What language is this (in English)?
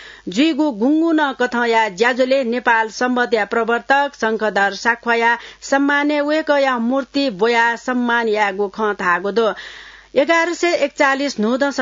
Newari